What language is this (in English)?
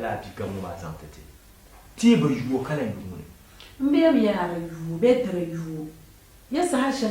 Dagbani